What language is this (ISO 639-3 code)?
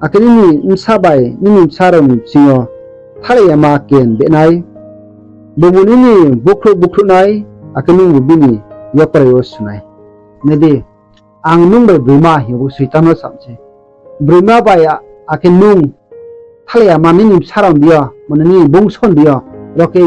ria